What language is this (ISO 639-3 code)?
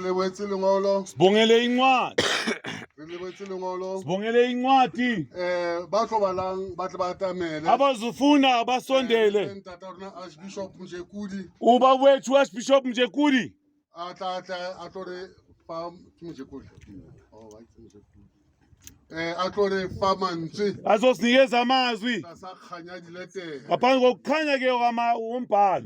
sot